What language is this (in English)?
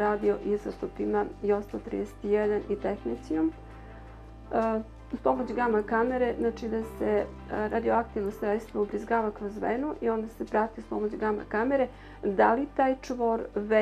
Serbian